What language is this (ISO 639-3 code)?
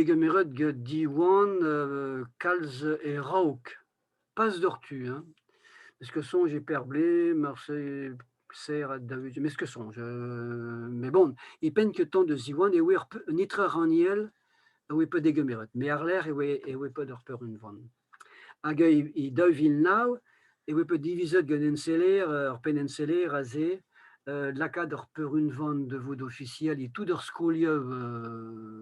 bre